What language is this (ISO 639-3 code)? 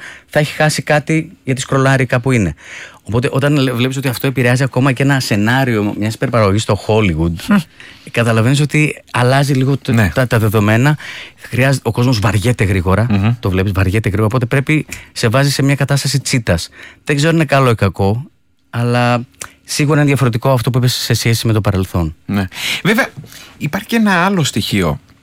ell